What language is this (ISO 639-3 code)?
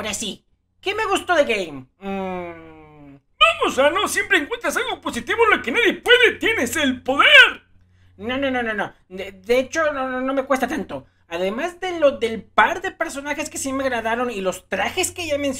spa